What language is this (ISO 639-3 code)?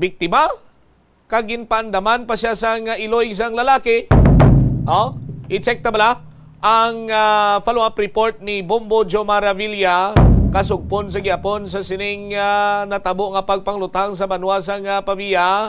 hil